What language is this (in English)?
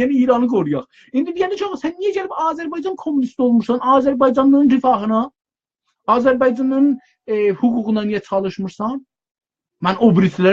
South Azerbaijani